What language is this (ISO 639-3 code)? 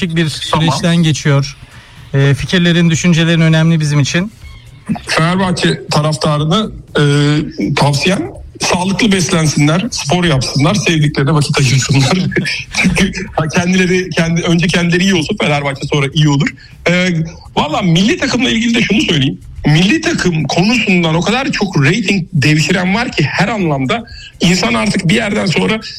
tur